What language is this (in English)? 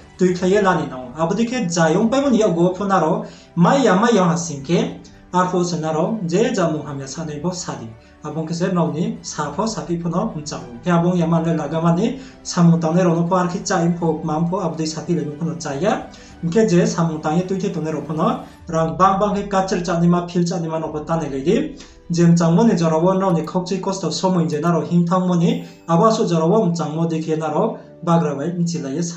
Riang (India)